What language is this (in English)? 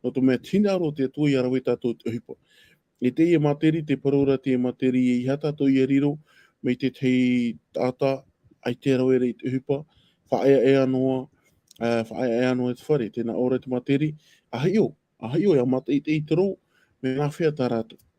Tahitian